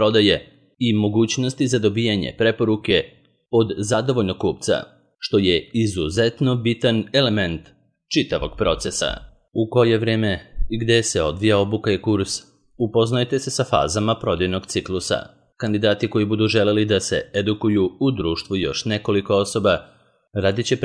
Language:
Serbian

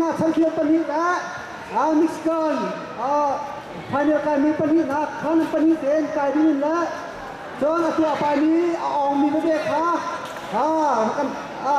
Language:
Hakha Chin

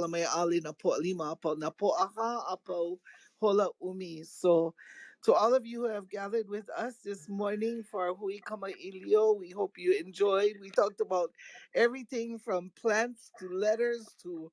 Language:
Hawaiian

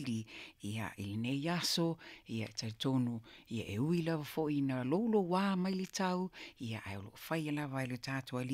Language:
Samoan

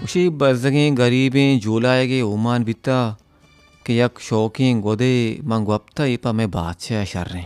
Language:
Baluchi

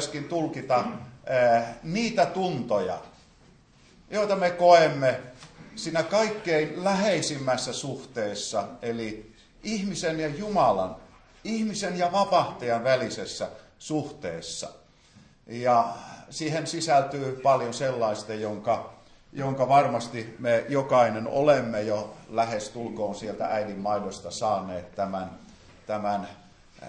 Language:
Finnish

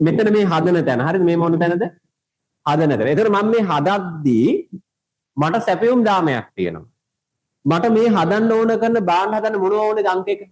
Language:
Sinhala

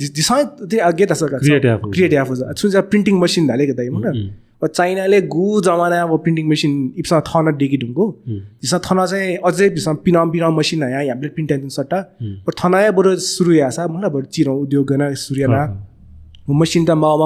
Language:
Newari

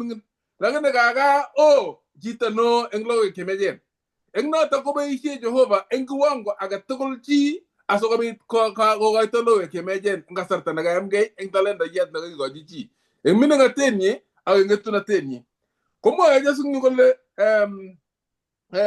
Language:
Kalenjin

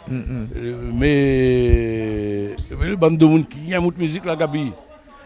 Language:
Réunion Creole French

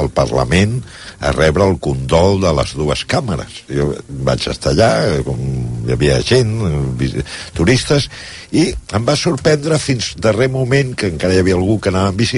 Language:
Catalan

